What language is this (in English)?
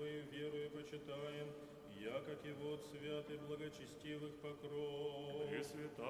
Church Slavic